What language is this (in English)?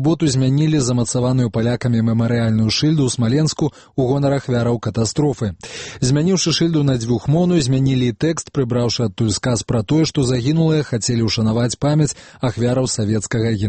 Belarusian